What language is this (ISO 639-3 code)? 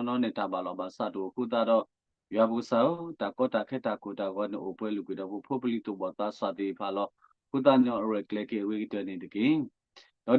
ksw